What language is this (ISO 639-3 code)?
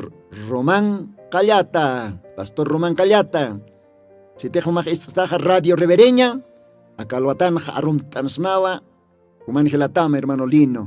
aym